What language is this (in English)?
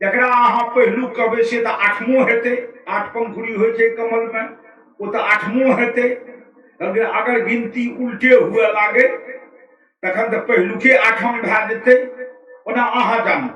Maithili